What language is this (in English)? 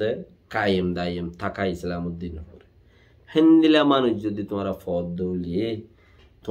Rohingya